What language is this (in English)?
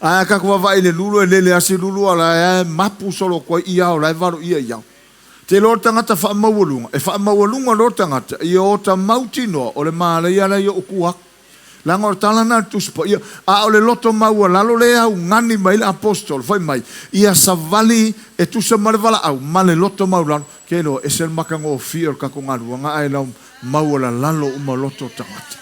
Samoan